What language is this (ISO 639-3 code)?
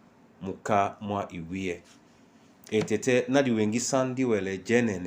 dua